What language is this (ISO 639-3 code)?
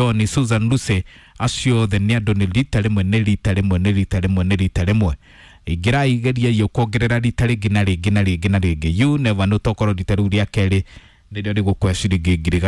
kik